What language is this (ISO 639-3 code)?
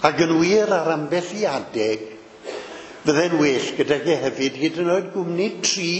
cym